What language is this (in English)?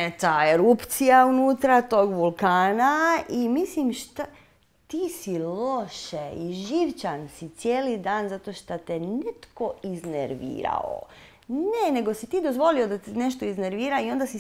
Croatian